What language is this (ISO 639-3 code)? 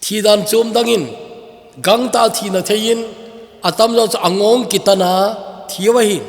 tcz